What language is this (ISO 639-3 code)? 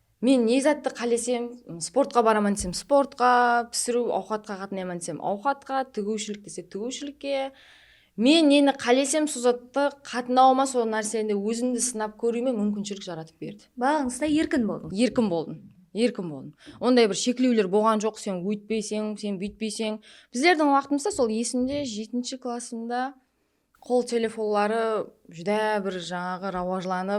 kaa